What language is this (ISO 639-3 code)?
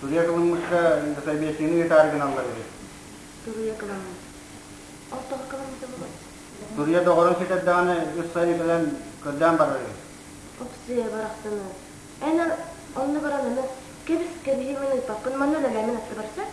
sah